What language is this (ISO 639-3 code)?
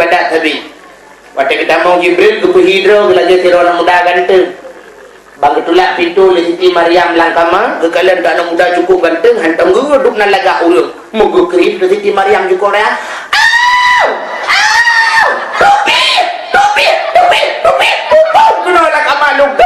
ace